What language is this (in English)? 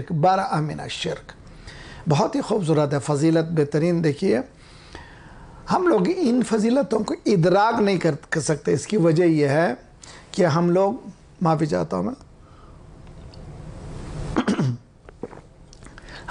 Urdu